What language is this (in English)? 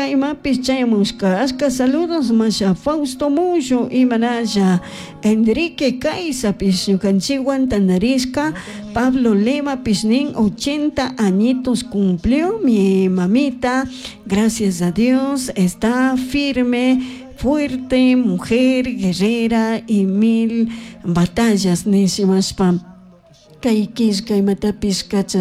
Chimborazo Highland Quichua